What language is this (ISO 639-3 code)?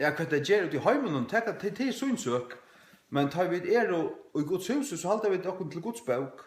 fao